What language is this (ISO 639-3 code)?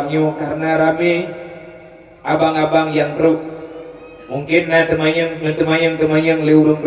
ace